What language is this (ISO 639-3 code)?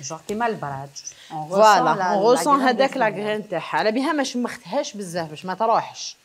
arq